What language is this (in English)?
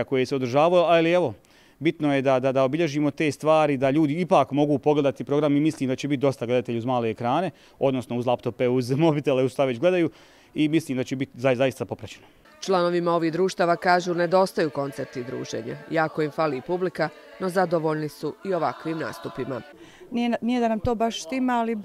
Croatian